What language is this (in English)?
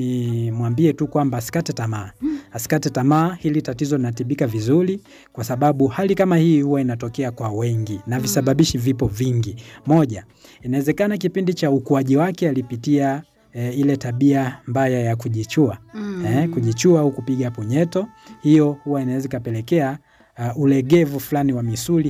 Swahili